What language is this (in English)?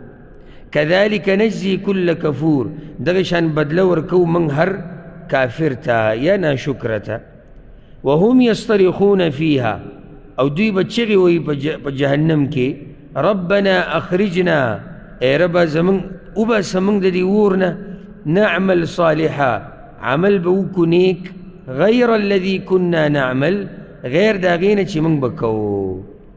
Pashto